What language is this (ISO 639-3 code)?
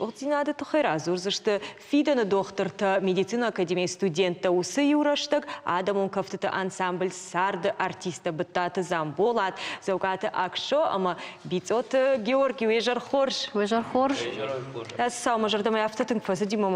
oss